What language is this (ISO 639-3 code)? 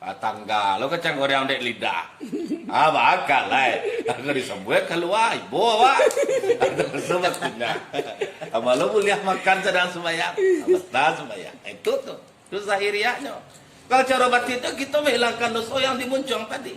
min